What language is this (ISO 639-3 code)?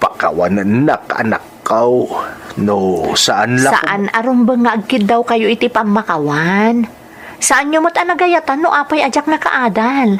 ilo